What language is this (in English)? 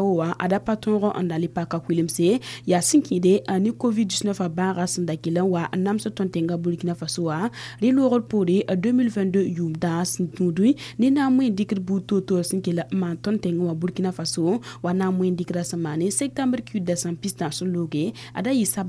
Mossi